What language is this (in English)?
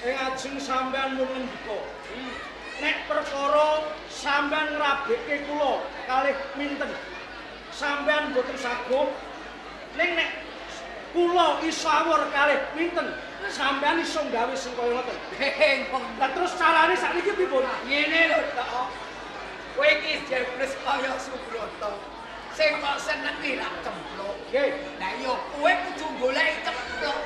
Javanese